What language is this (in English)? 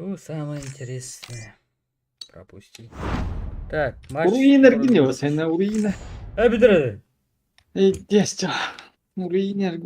Yakut